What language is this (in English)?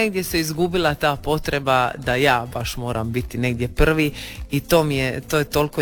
Croatian